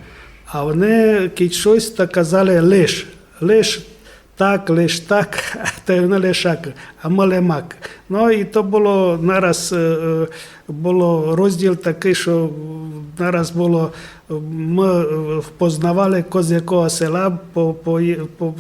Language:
Rusyn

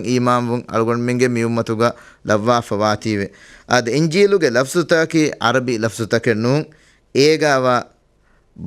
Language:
Divehi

